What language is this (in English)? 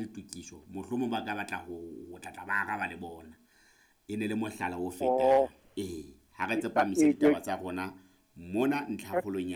Southern Sotho